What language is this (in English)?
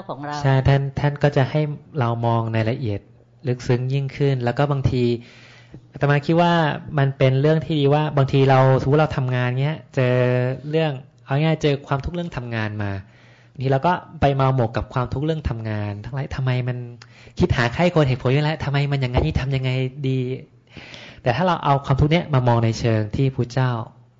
Thai